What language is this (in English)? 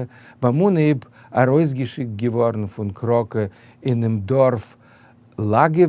Yiddish